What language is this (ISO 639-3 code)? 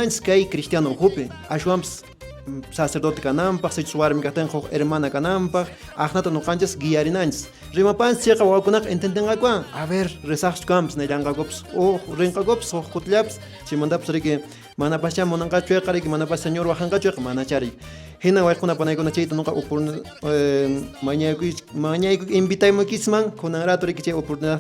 que